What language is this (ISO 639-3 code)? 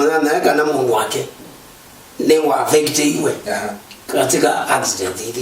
kam